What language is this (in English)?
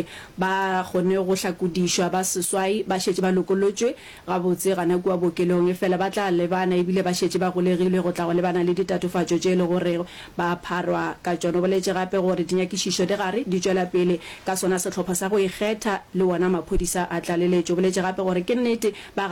Northern Sotho